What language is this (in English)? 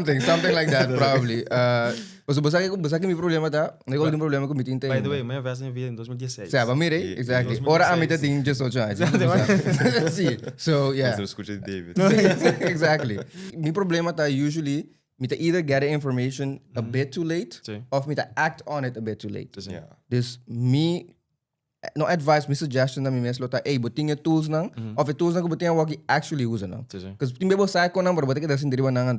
Papiamento